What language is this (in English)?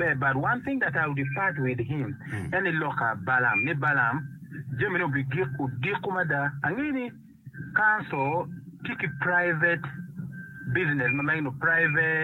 Acoli